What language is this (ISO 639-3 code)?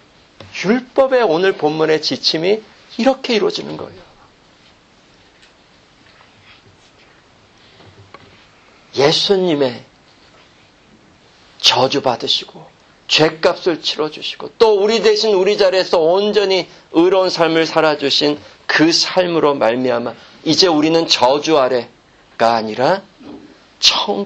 kor